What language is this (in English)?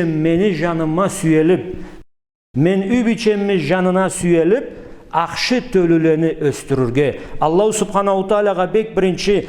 Karachay-Balkar